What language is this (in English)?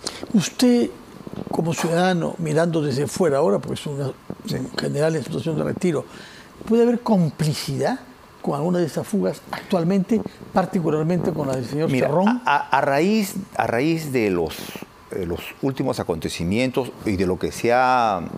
Spanish